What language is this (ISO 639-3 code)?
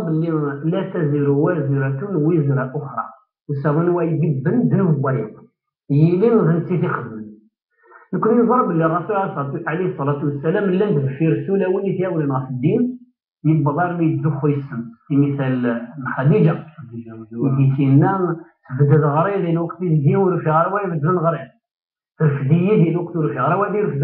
kab